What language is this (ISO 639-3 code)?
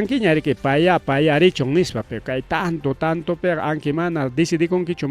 quy